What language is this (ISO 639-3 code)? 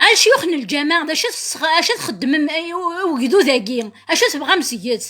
kab